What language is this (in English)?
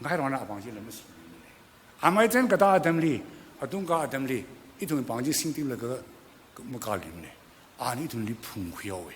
Tangkhul Naga (India)